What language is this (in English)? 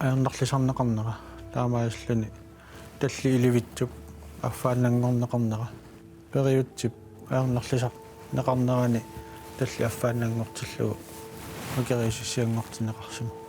Kalaallisut